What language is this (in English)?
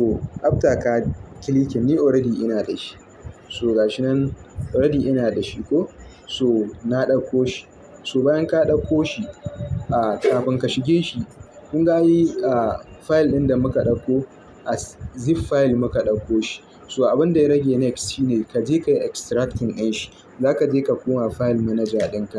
Hausa